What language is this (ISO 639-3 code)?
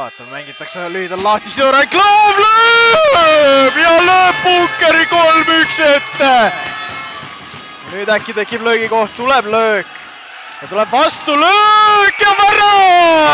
est